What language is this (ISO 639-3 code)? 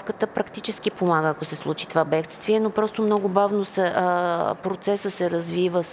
bul